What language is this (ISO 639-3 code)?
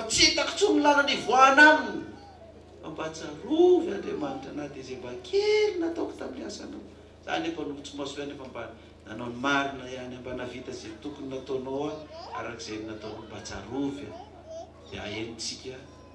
mlg